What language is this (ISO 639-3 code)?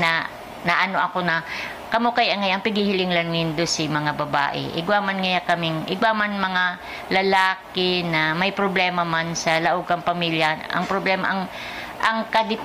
bik